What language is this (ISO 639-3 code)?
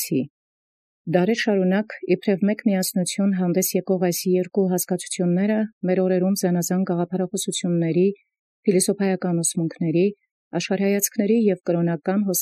hye